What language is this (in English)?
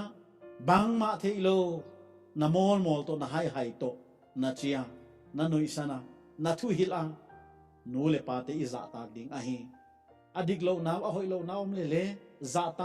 Paite Chin